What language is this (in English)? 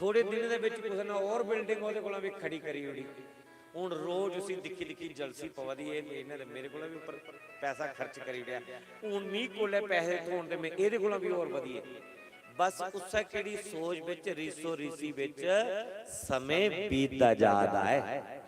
Dogri